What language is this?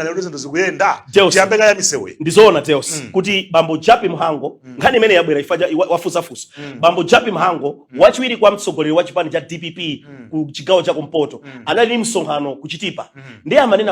Nyanja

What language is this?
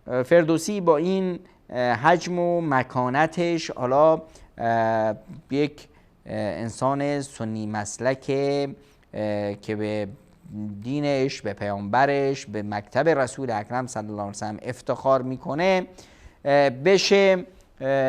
Persian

